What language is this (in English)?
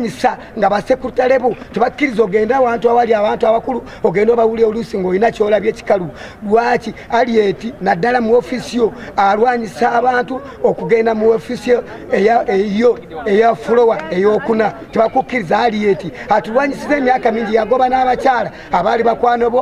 Ganda